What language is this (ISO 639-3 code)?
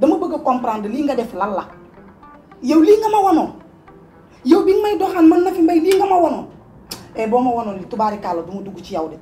wol